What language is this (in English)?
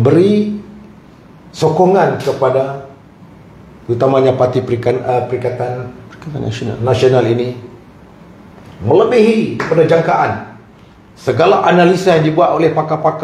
Malay